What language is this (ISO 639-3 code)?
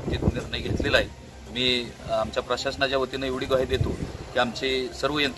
mar